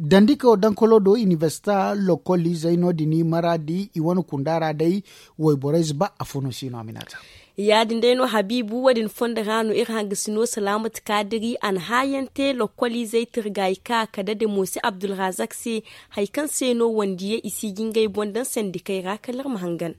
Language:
Zarma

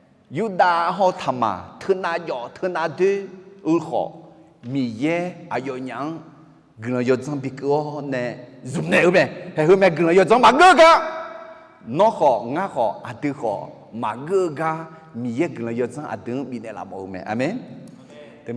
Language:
Akha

